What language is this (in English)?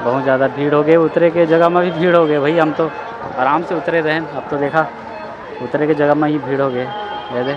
Chhattisgarhi